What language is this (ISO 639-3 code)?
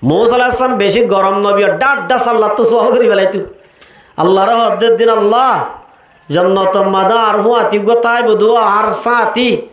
rhg